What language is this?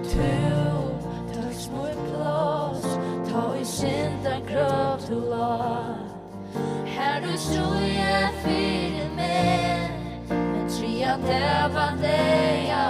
Faroese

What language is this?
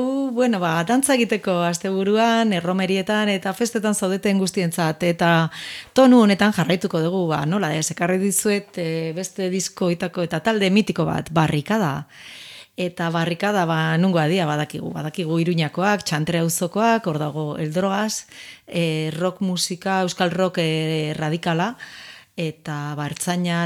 Basque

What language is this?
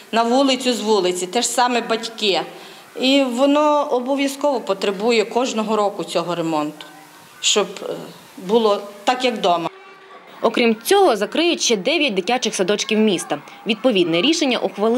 Ukrainian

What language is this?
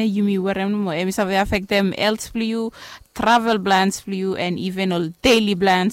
Bislama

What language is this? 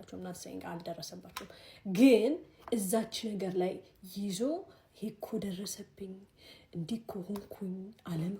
Amharic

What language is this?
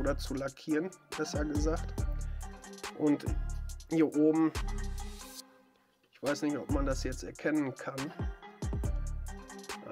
German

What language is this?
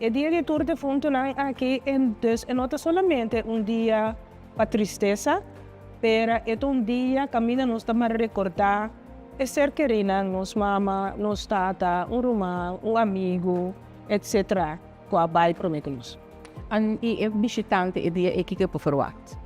Papiamento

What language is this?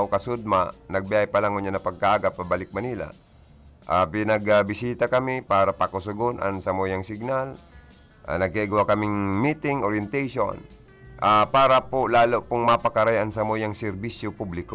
Bikol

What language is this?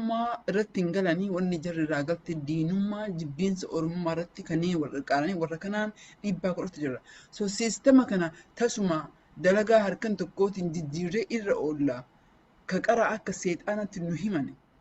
Oromo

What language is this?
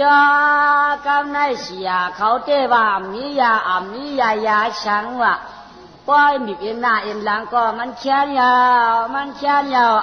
Shan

